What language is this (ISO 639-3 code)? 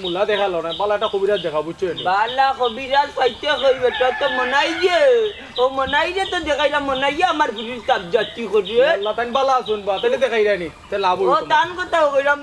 syl